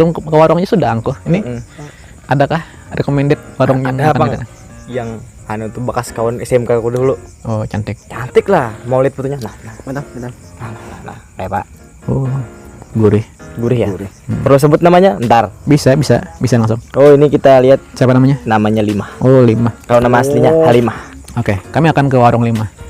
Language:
Banjar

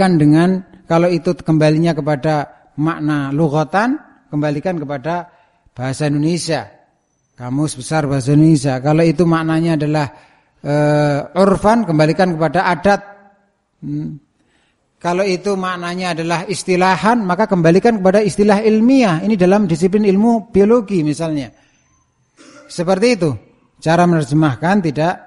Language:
Indonesian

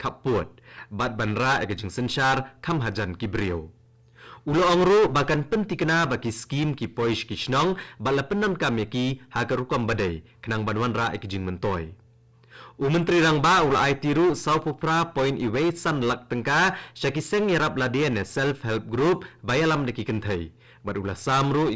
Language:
Khasi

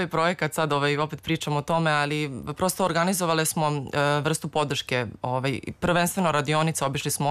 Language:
Serbian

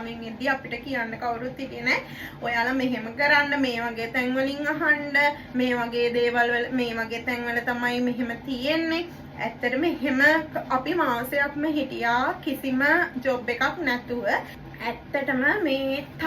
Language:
Sinhala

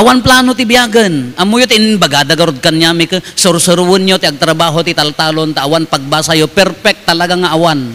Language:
Iloko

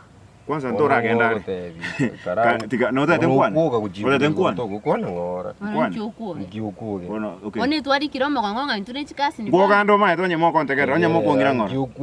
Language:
Gusii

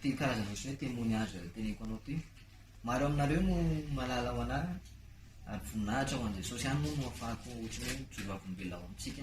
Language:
Malagasy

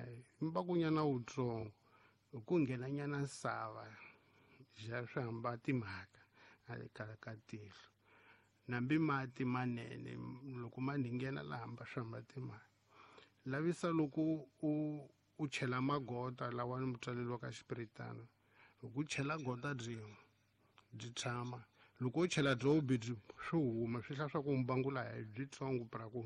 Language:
Tsonga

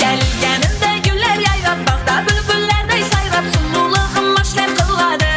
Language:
Kara-Kalpak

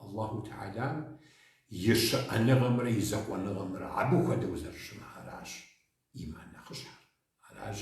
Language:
Kabardian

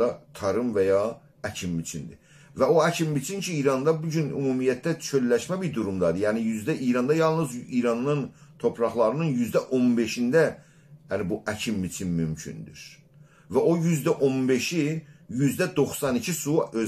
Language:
South Azerbaijani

